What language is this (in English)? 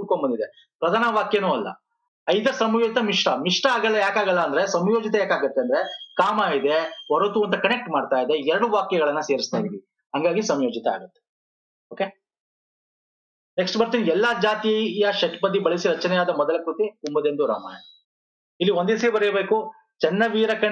Kannada